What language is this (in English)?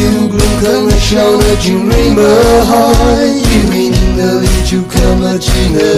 Tangkhul Naga (India)